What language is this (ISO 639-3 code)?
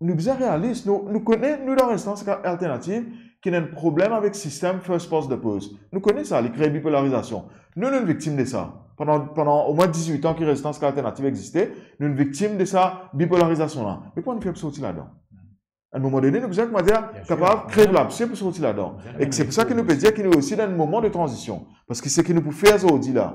mfe